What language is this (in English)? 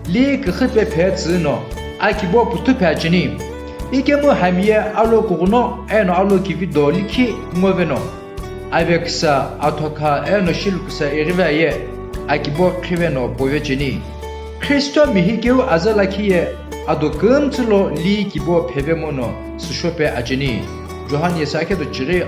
Sumi Naga